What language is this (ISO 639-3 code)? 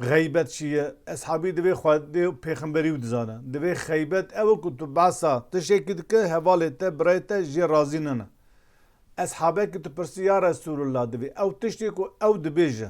kur